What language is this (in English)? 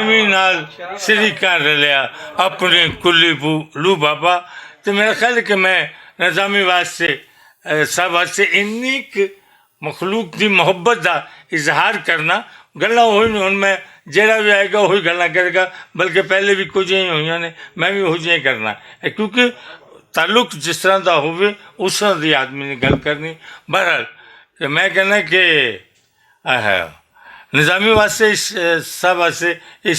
Western Panjabi